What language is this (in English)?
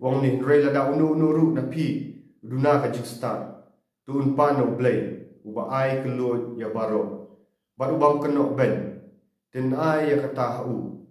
Khasi